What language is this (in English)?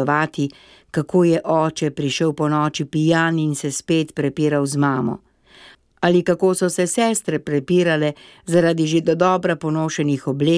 Slovenian